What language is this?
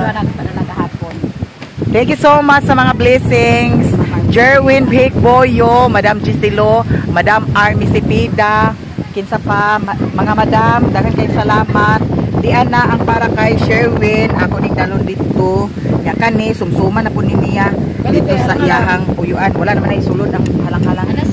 Cebuano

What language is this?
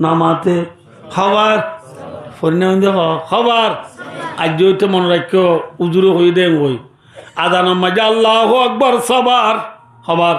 Rohingya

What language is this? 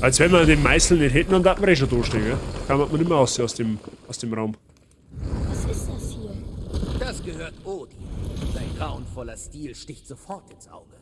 Bavarian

